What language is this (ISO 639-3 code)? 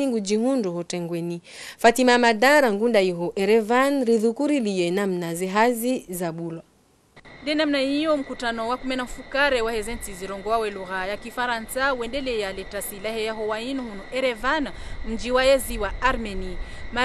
zdj